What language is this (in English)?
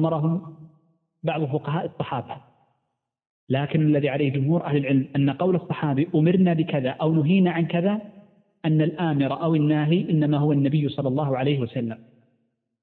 Arabic